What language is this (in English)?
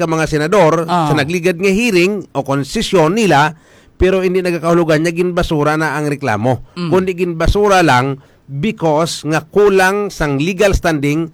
Hiligaynon